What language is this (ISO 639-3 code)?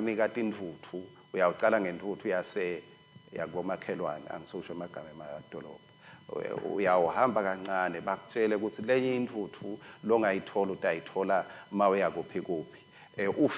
ssw